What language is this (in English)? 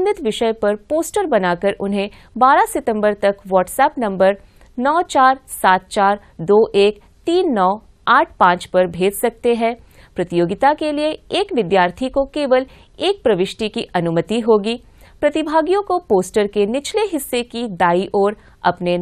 Hindi